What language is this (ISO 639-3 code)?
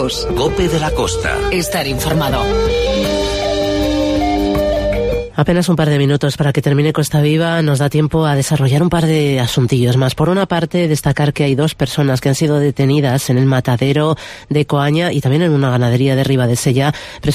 spa